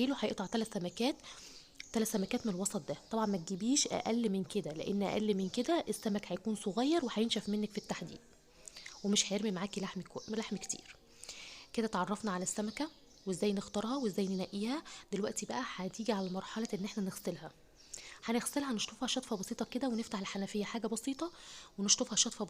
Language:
Egyptian Arabic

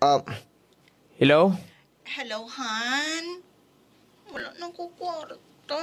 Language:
Hiligaynon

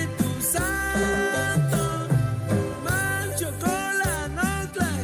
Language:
Chuj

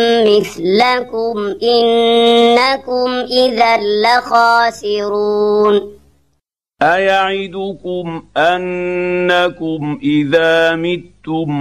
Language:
Arabic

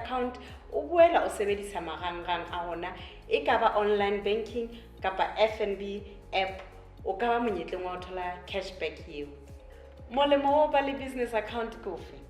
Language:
Southern Sotho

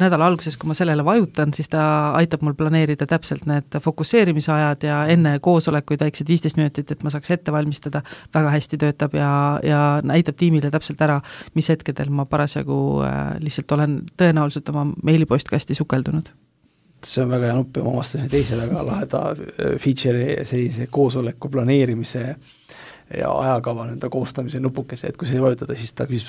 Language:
Estonian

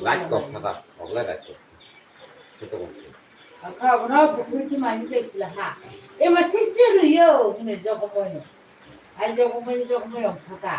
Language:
Kok Borok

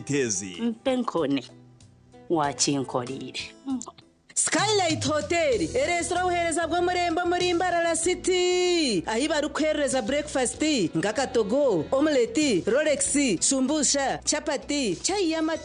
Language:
Nyankole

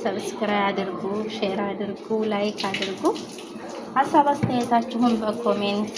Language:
Amharic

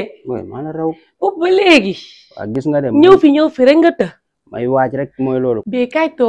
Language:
Wolof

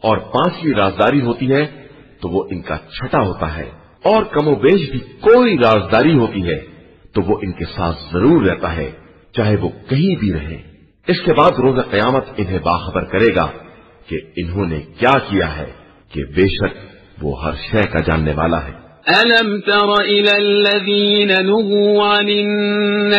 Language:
Urdu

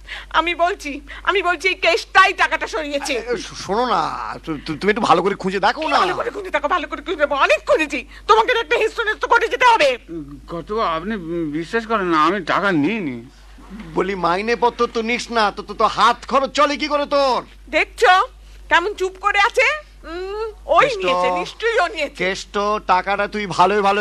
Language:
Bangla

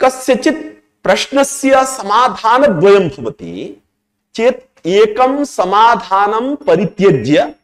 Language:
Sanskrit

